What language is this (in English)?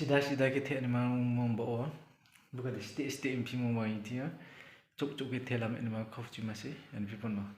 Riang (India)